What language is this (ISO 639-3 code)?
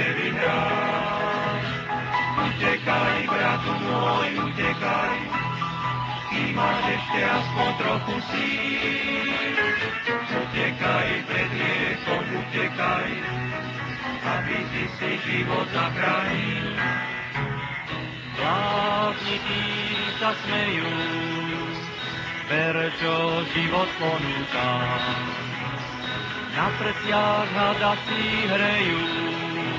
slk